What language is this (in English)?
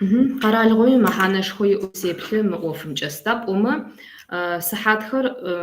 Kabardian